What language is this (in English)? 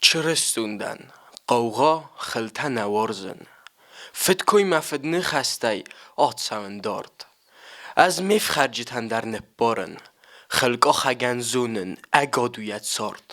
Ossetic